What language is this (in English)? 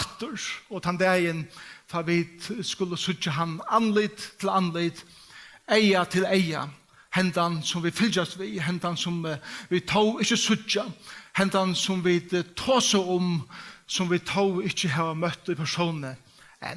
Faroese